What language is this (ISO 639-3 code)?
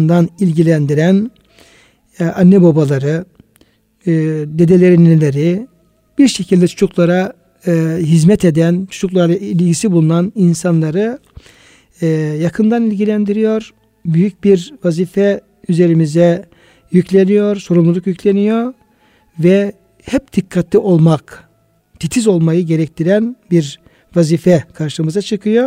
tur